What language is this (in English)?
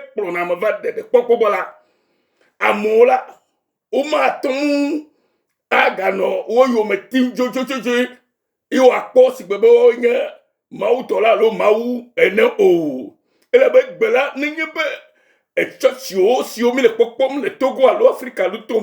Ewe